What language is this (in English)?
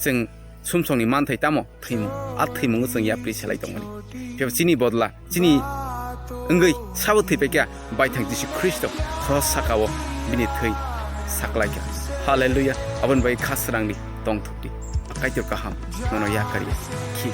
Kok Borok